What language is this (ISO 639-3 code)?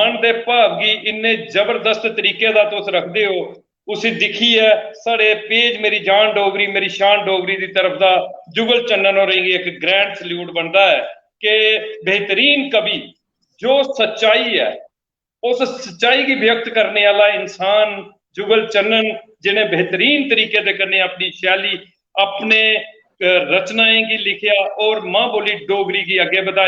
doi